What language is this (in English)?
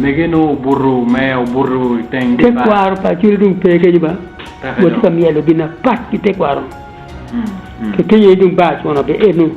Acoli